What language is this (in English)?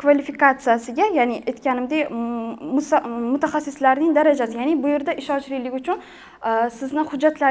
Uzbek